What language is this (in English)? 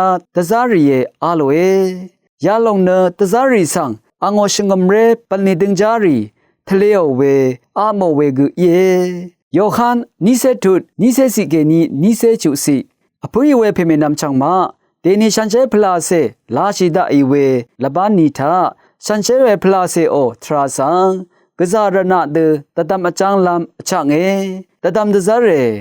Rawang